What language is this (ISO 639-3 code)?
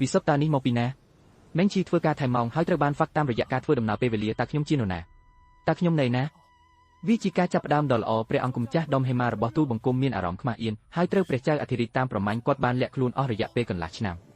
khm